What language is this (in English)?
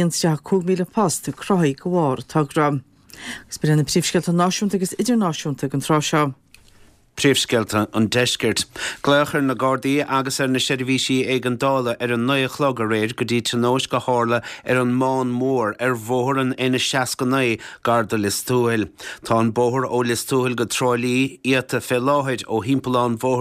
Irish